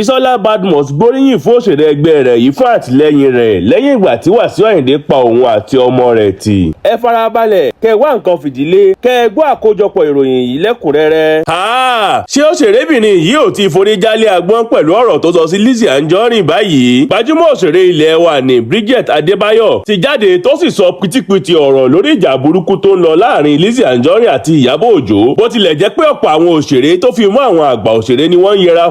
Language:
Yoruba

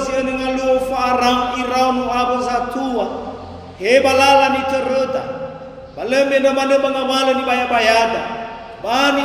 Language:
Nias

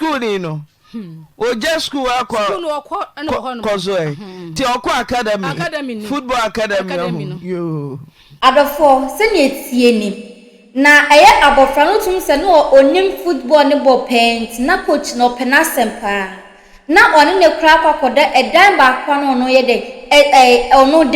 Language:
Akan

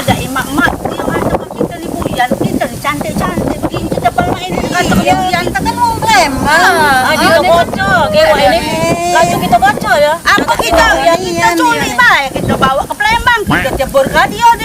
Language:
Musi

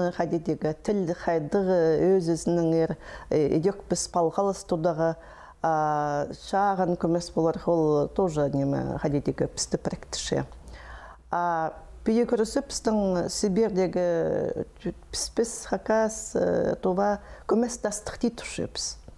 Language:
Khakas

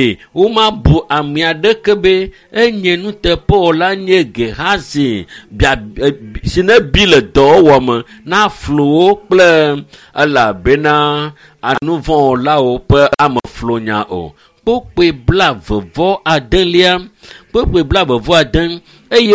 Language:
Ewe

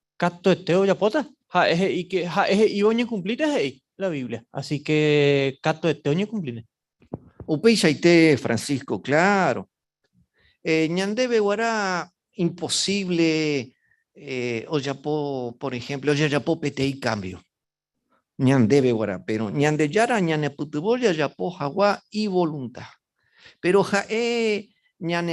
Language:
Guarani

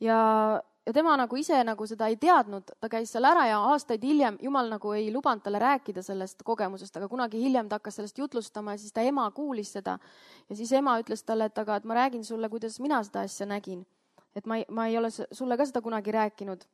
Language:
Estonian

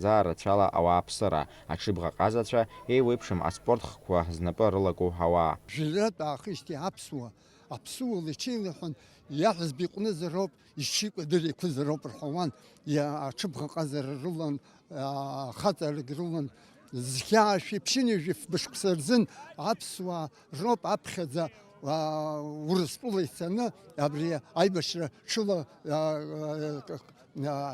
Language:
Abkhazian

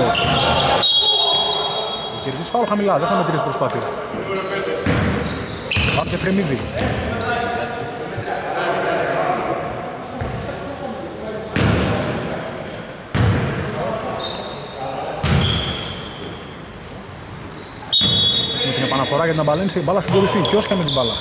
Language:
Greek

